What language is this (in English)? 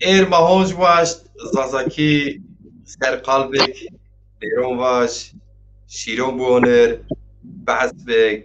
Zaza